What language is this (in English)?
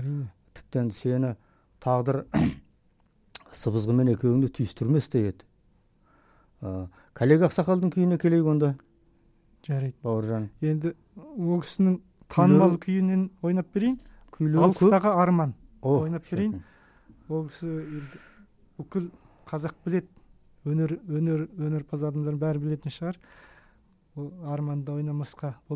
Kazakh